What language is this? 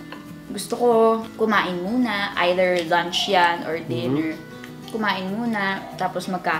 Filipino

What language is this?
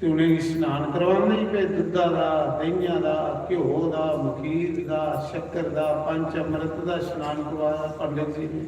Dogri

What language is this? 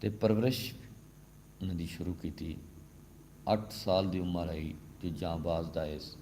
Saraiki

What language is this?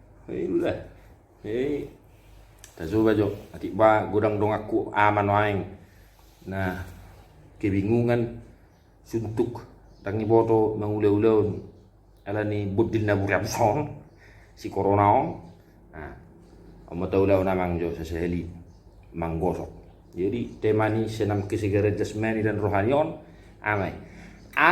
Batak Toba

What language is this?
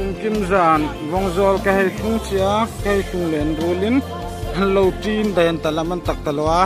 Hmar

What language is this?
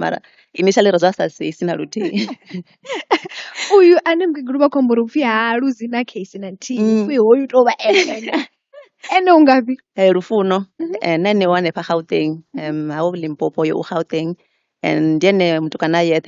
Venda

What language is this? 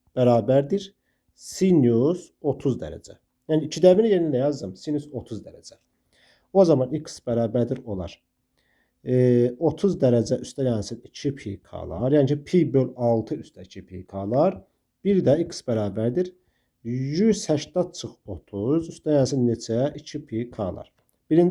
Azerbaijani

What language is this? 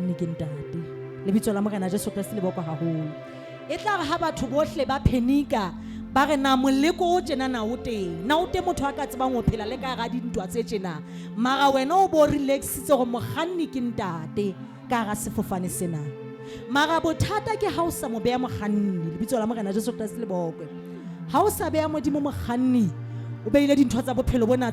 Southern Sotho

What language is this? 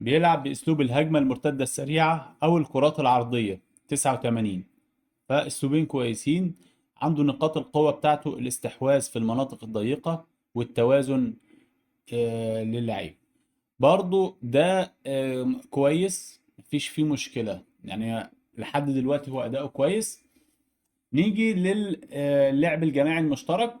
Egyptian Arabic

